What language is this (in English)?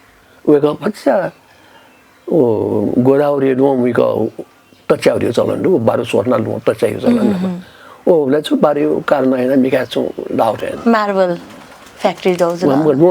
Newari